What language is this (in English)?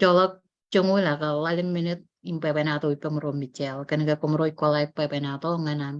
Marshallese